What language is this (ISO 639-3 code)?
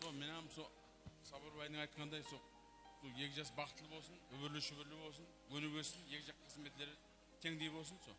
kaa